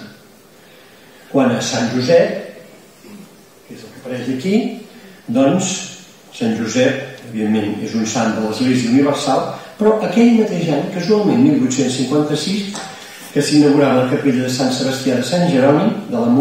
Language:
Catalan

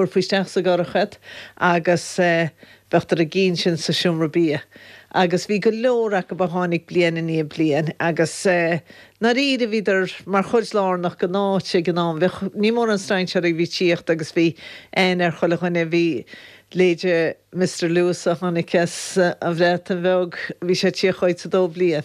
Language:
Irish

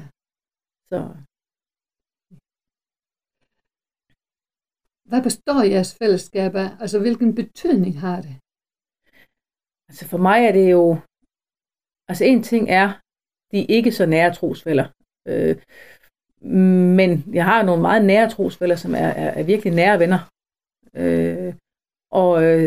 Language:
Danish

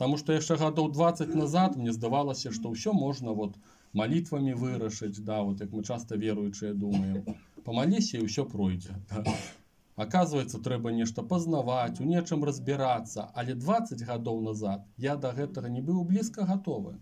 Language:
Belarusian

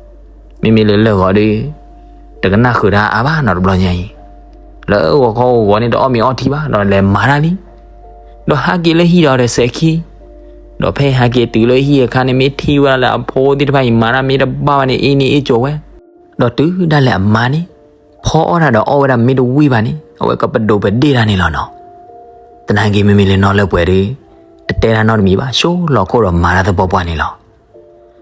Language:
S'gaw Karen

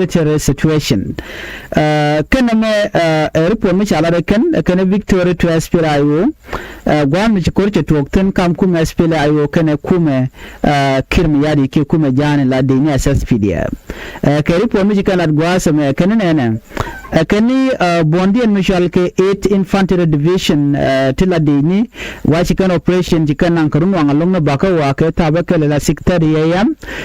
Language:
Nuer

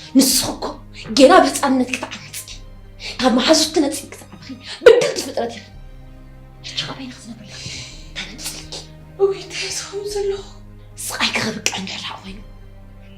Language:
Tigrinya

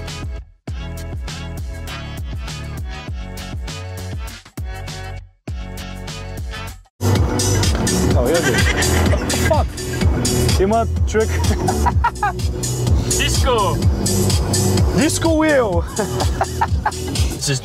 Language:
Bulgarian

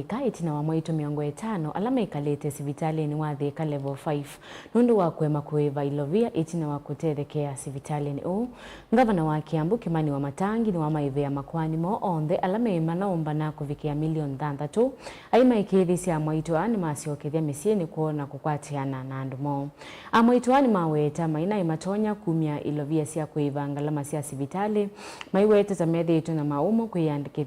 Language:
Kamba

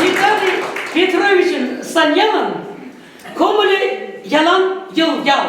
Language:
Chuvash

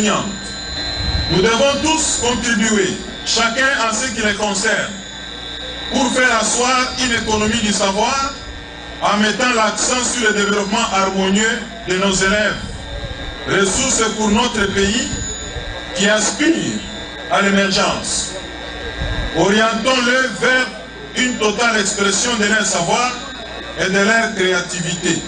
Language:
French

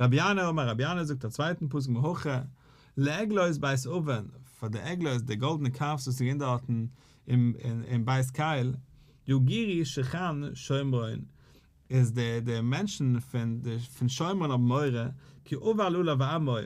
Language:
Yiddish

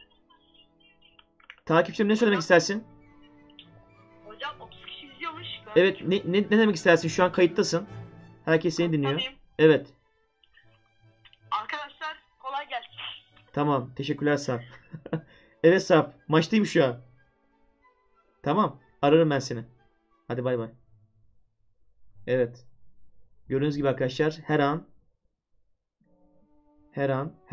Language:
Turkish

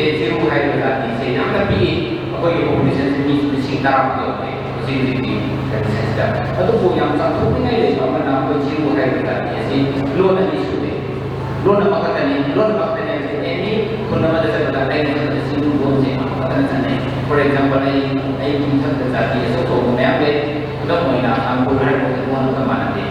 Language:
Manipuri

